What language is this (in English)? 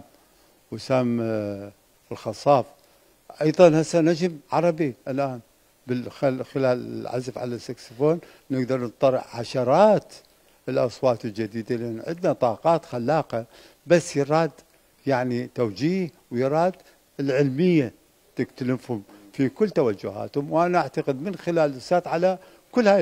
Mesopotamian Arabic